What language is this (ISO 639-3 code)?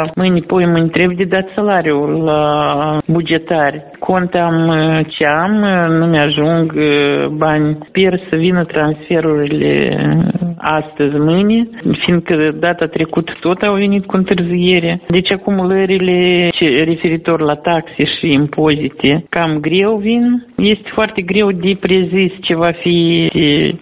ron